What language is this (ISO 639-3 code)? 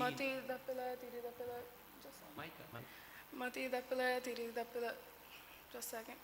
div